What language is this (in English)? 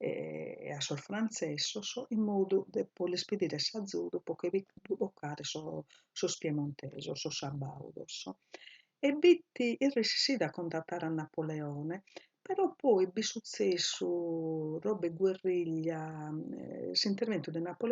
Sardinian